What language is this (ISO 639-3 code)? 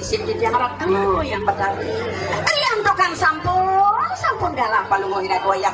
ban